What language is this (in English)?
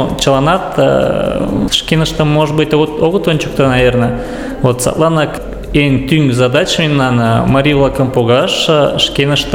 Mari